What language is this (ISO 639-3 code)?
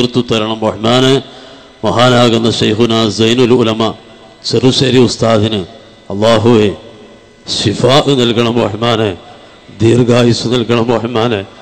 mal